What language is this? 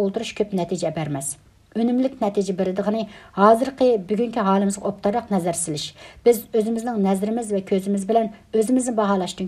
Uyghur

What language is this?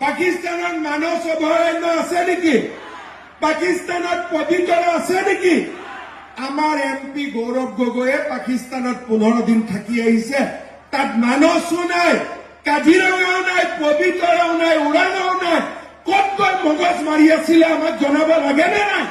Assamese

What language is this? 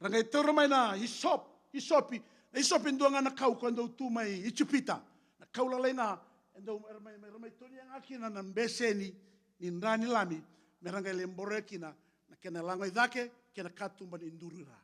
Fijian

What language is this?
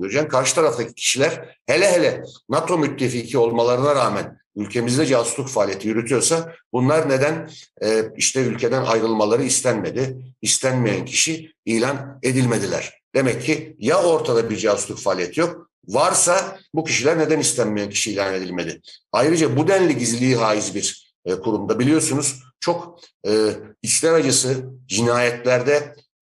Turkish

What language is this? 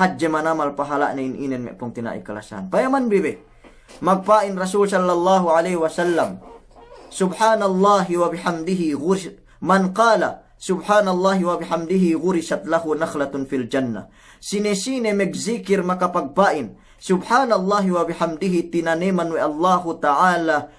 Yakan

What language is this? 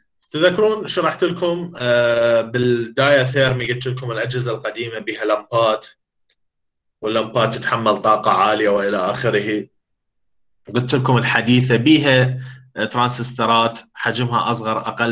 Mesopotamian Arabic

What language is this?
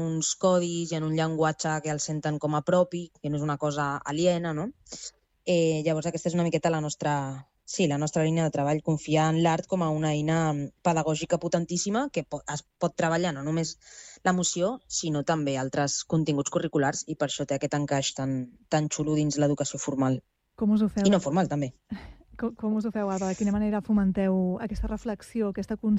Catalan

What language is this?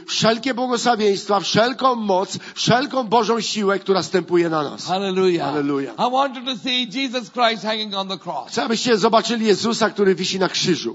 Polish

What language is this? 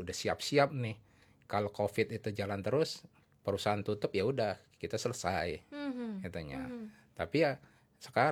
Indonesian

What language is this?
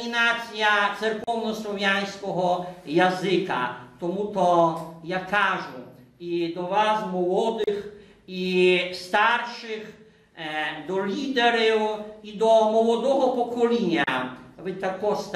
Rusyn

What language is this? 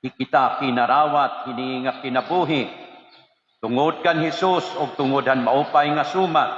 Waray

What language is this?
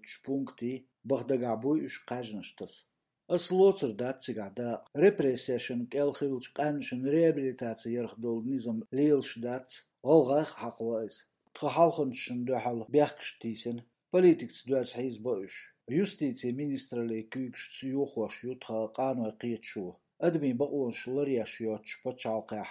Chechen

